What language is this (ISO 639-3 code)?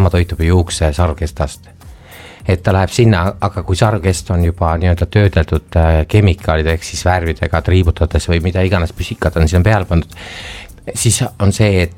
est